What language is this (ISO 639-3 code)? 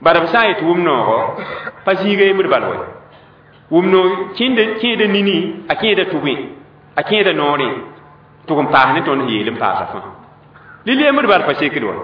mos